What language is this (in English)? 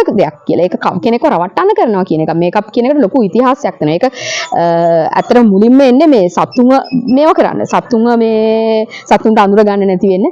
Sinhala